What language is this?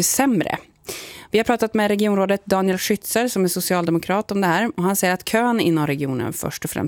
Swedish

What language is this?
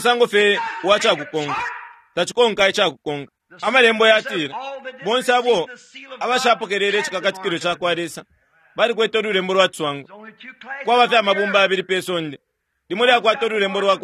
Bemba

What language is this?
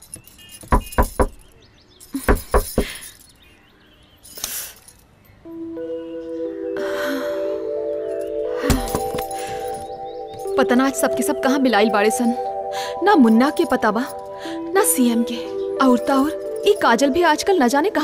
Bhojpuri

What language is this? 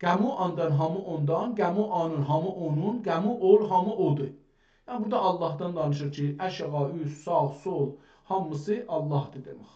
South Azerbaijani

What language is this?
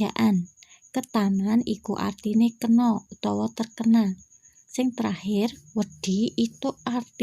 Javanese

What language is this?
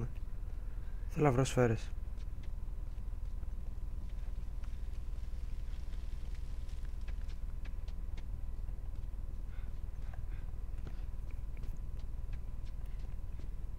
Greek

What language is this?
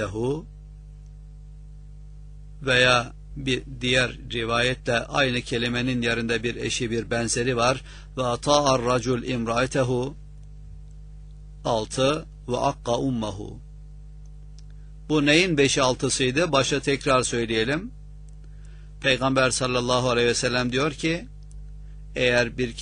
Turkish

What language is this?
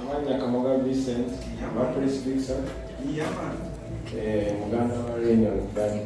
Ganda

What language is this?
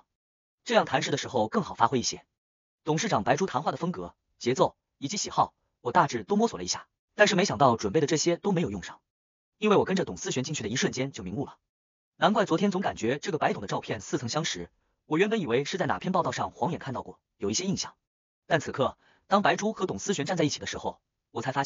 Chinese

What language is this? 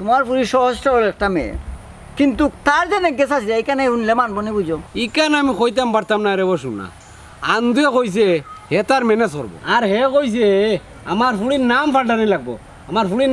Sylheti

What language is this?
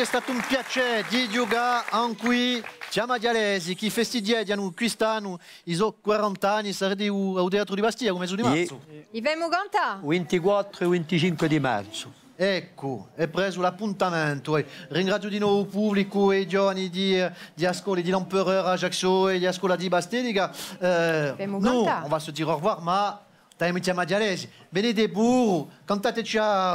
Corsican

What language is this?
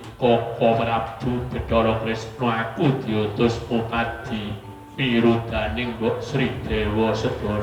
Javanese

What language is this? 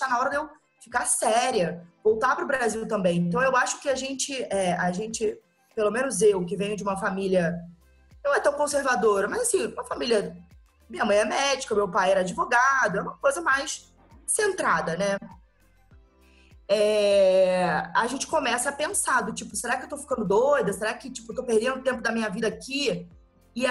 Portuguese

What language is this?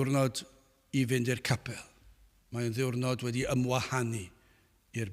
Welsh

